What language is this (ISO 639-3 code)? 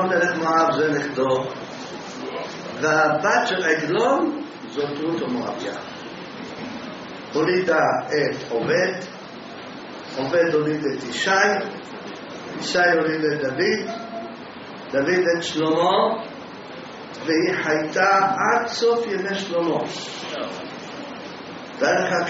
heb